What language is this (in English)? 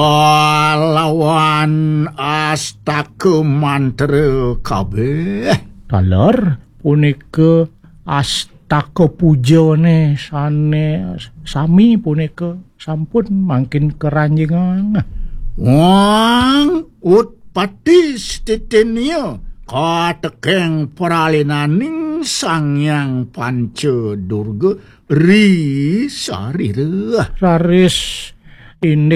Balinese